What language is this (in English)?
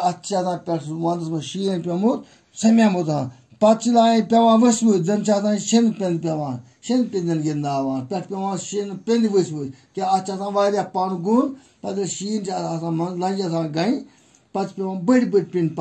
Kashmiri